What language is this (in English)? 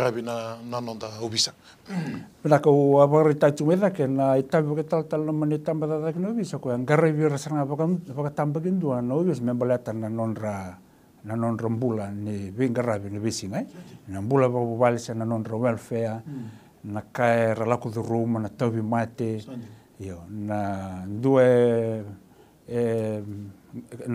Fijian